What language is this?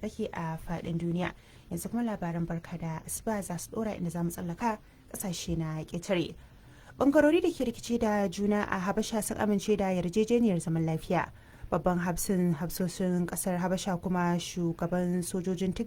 Hausa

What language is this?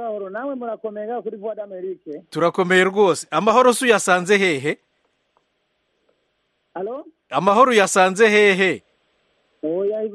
Kinyarwanda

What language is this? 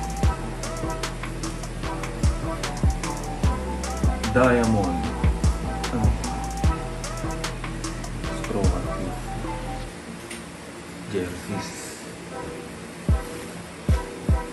Filipino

